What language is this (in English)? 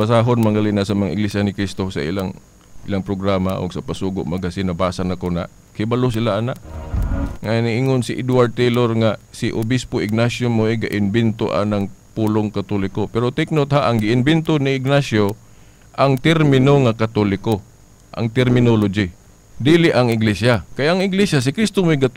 Cebuano